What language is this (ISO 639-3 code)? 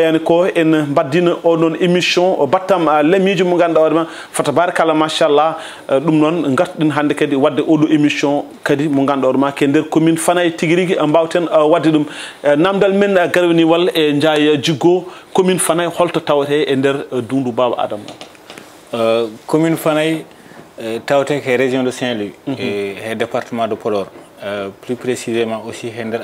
ful